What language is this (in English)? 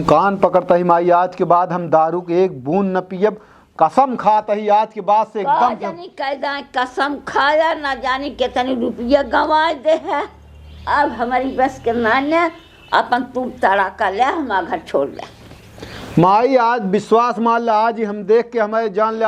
Awadhi